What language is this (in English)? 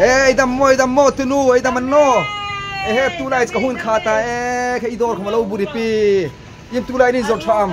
Hmar